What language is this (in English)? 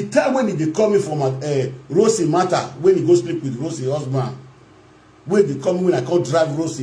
Nigerian Pidgin